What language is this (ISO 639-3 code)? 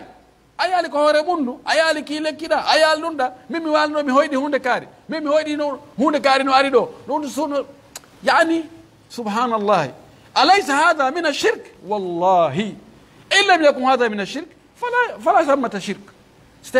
fuf